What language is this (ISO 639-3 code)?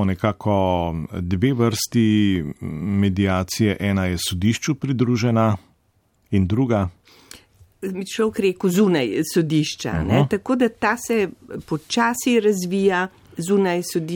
slv